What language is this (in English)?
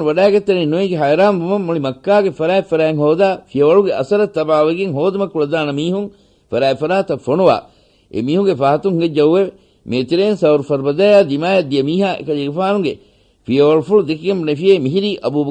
Divehi